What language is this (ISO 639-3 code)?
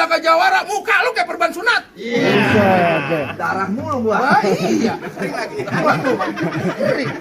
bew